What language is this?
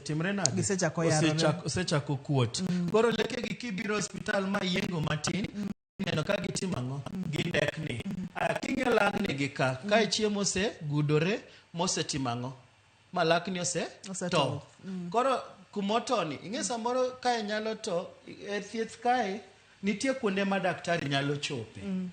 Luo (Kenya and Tanzania)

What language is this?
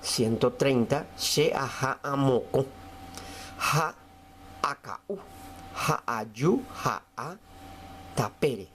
Guarani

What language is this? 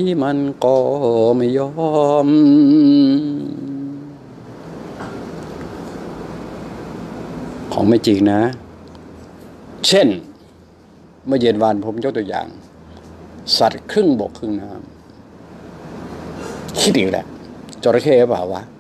Thai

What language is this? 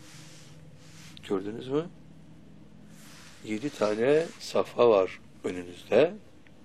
Turkish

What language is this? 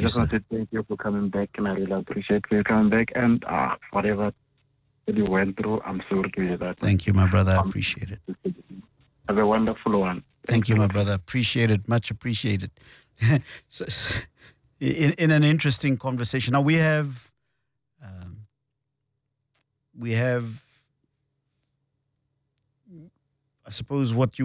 English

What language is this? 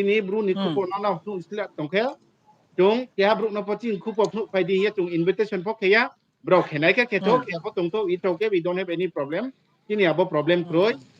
Riang (India)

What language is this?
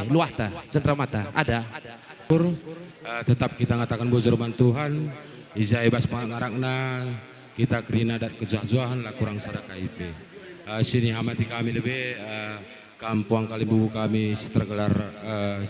Batak Karo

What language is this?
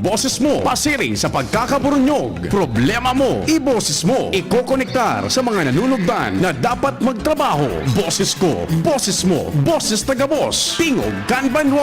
Bikol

